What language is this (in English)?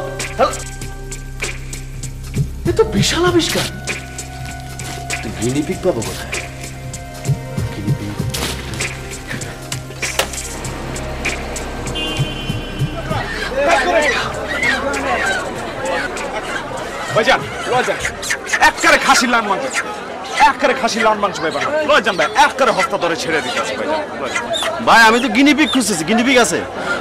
Bangla